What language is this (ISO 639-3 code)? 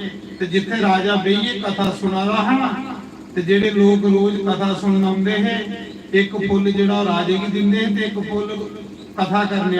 doi